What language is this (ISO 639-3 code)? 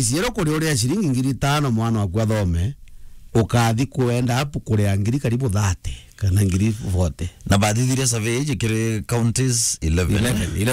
mer